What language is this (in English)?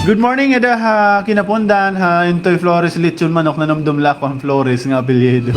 Waray